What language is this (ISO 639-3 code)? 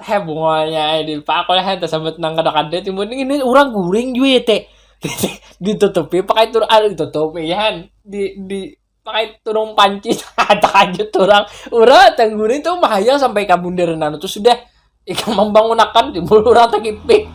bjn